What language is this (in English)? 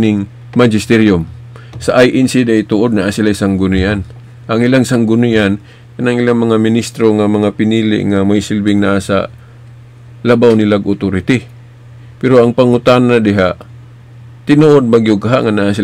Cebuano